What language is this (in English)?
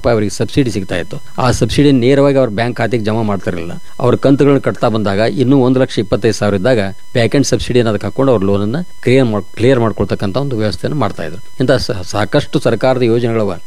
Kannada